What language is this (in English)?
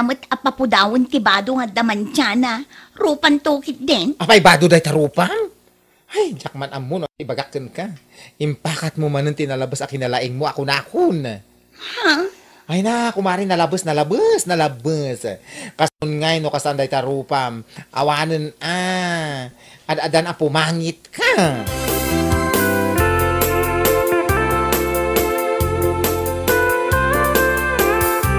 Iloko